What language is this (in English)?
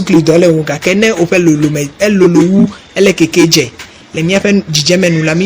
Ewe